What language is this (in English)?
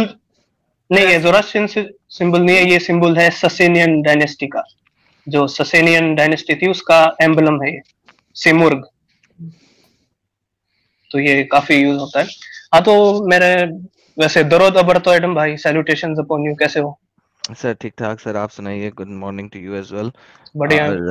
Hindi